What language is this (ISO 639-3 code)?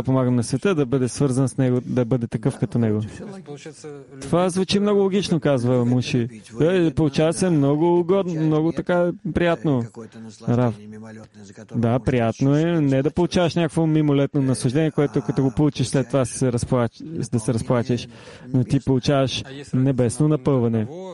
bul